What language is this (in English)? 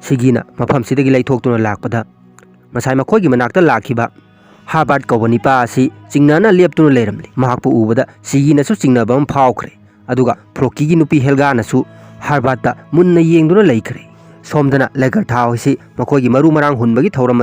Manipuri